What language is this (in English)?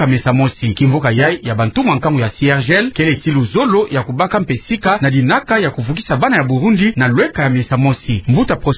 Kituba (Democratic Republic of Congo)